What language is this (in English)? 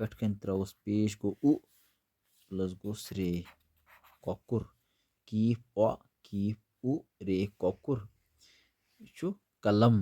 Kashmiri